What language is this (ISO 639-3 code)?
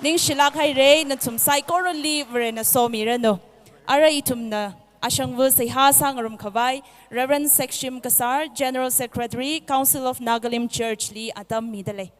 nmf